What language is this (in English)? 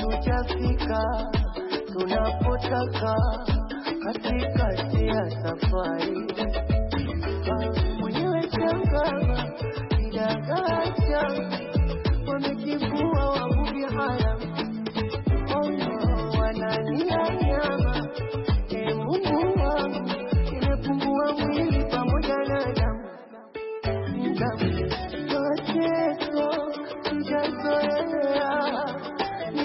Swahili